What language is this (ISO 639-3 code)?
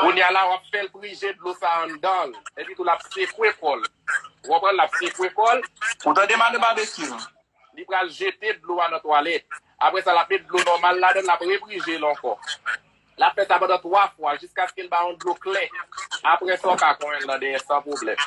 hat